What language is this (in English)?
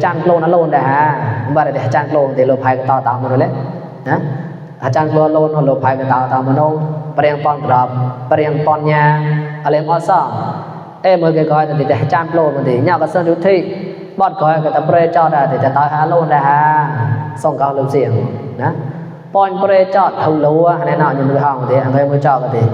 Mon